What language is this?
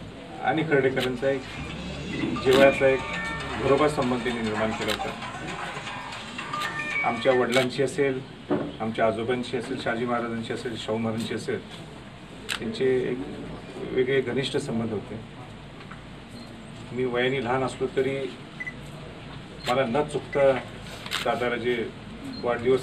Marathi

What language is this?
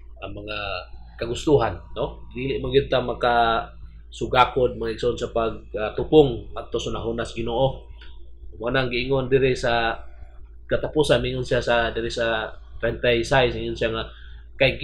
Cebuano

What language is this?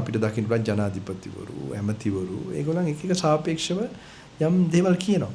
Sinhala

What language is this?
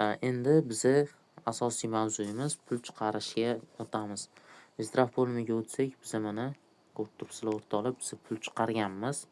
Uzbek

